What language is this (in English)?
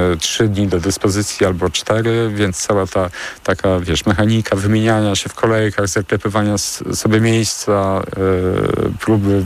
Polish